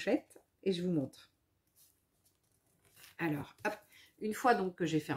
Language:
French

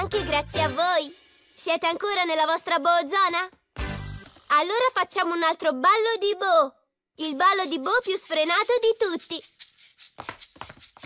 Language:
Italian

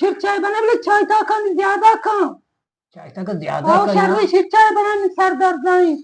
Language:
Eastern Balochi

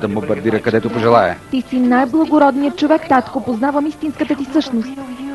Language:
Bulgarian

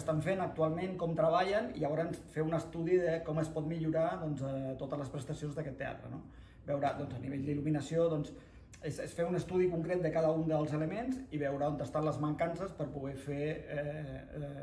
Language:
Catalan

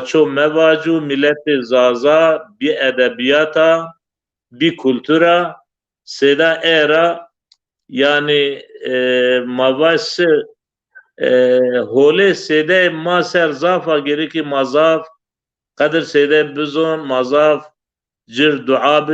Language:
Zaza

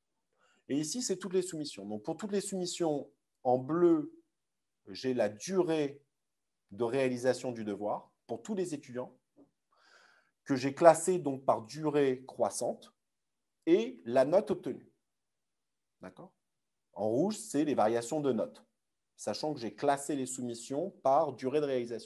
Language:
French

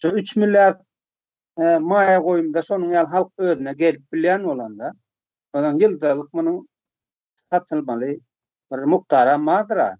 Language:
Turkmen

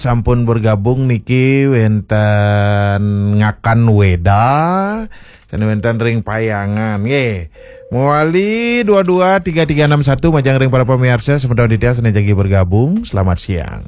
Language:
Balinese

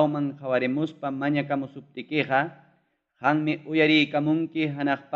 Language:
Ayacucho Quechua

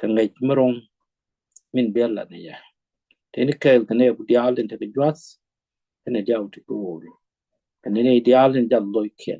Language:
Nuer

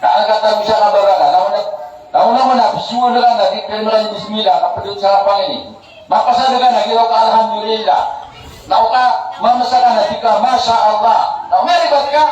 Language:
Maranao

